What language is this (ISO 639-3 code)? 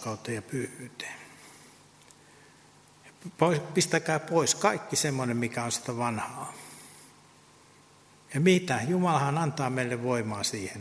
fin